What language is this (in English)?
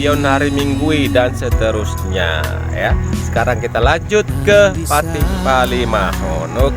Batak Toba